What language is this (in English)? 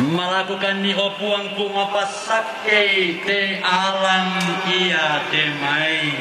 Toraja-Sa'dan